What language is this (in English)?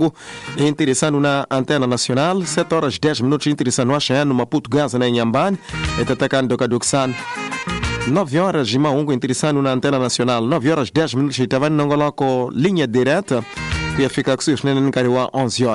Tsonga